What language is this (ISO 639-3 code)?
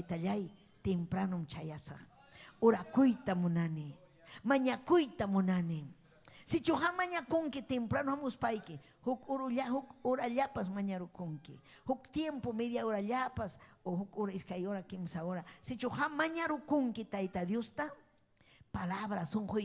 quy